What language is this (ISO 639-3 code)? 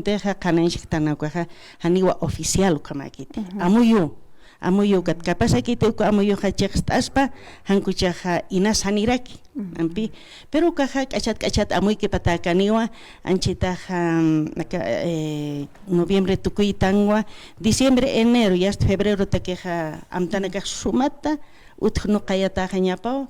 aym